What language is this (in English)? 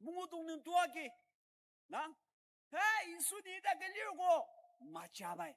Ao Naga